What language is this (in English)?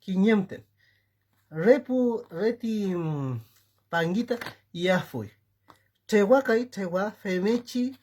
Mapuche